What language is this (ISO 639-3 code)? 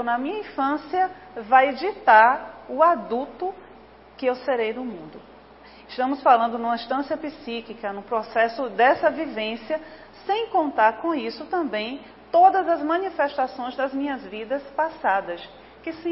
por